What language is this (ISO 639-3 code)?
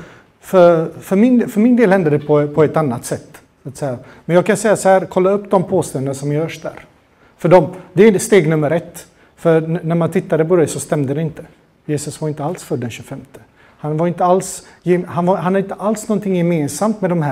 swe